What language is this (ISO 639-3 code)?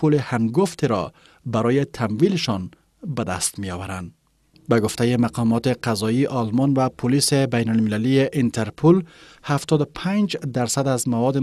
fas